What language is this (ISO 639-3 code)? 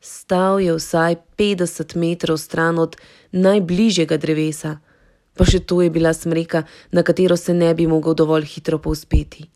slv